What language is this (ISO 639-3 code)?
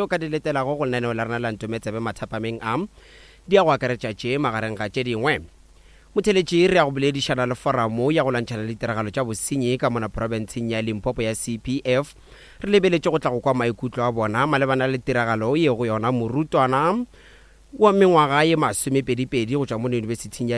nso